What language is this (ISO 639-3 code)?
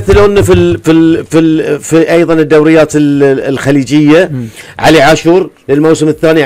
afb